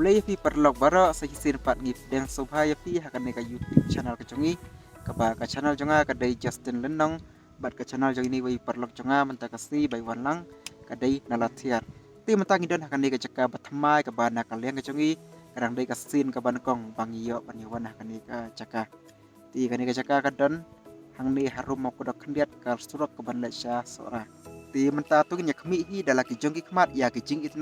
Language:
Khasi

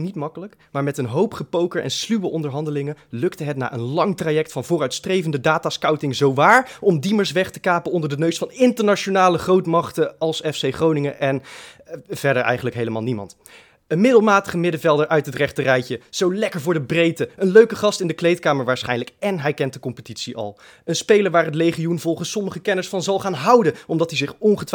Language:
Dutch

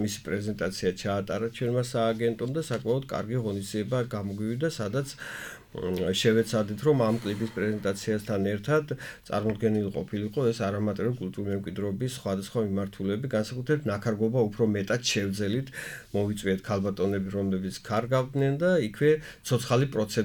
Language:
Georgian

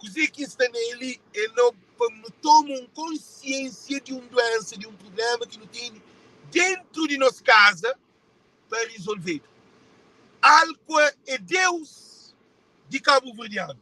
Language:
Kabuverdianu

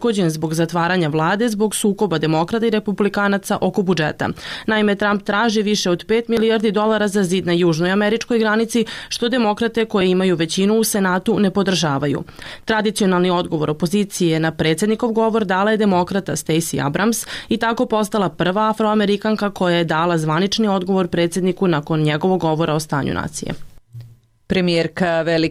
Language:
Serbian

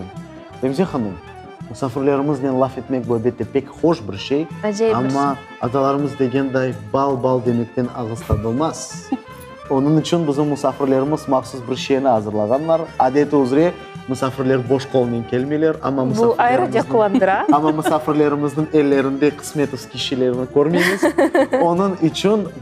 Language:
Crimean Tatar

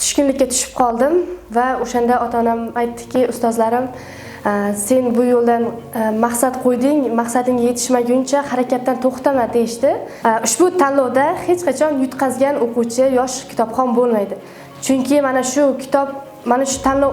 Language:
Uzbek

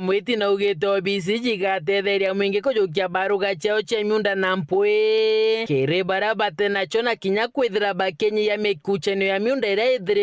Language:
Meru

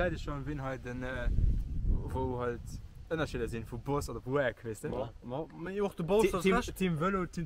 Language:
Luxembourgish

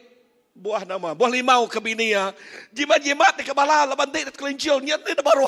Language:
Iban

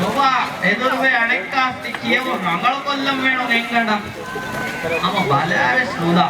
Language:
Divehi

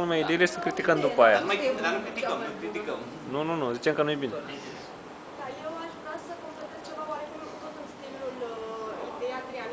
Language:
Romanian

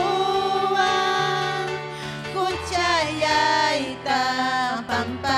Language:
Ayacucho Quechua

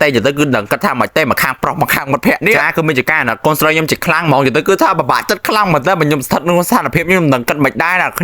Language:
Khmer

